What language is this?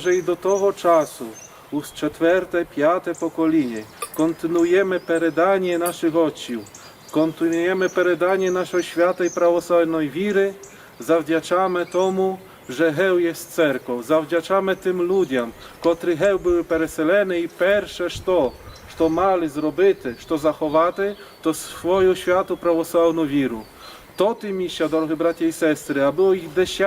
Rusyn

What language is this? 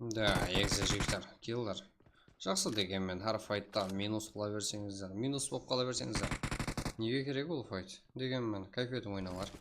Kara-Kalpak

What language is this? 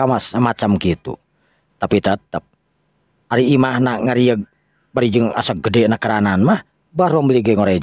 Sundanese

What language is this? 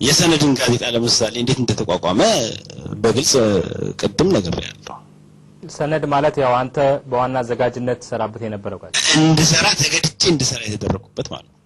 Amharic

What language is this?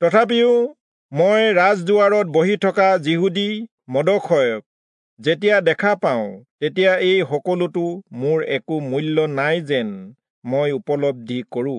Assamese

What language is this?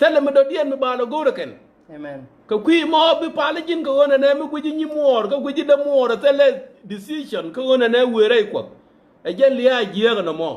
Nuer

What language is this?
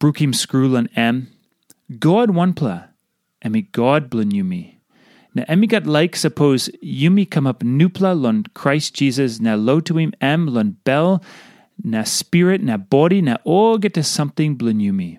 Tok Pisin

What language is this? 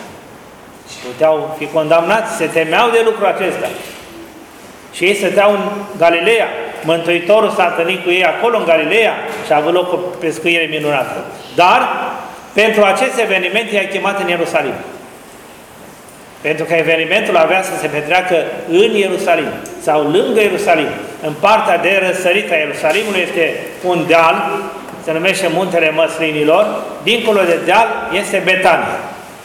Romanian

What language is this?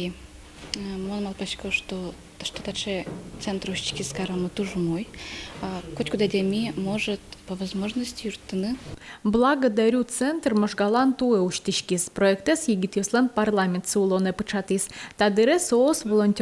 Udmurt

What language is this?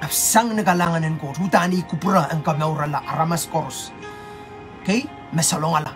Pohnpeian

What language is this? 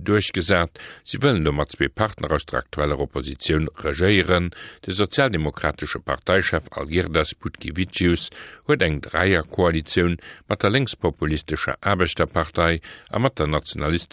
Luxembourgish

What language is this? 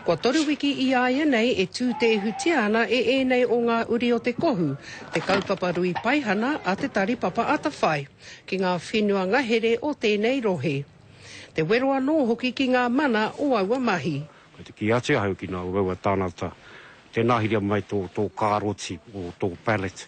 Māori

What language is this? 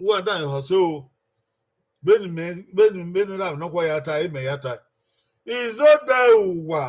Bini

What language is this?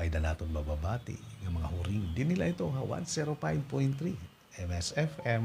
Waray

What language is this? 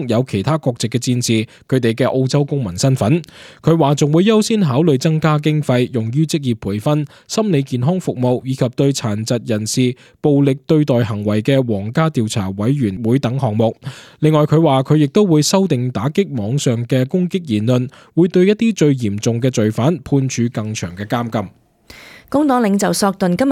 Cantonese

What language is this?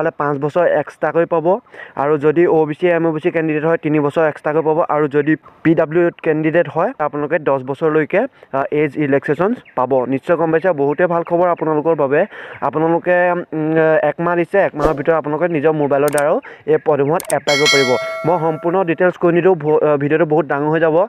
Assamese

